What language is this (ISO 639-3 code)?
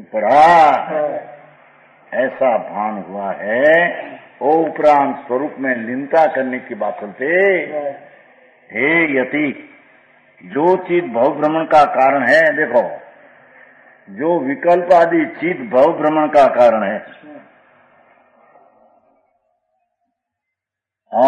hin